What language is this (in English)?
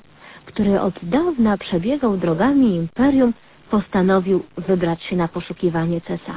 Polish